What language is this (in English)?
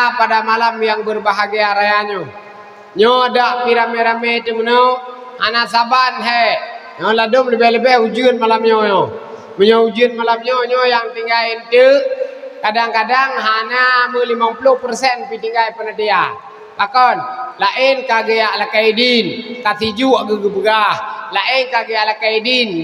Achinese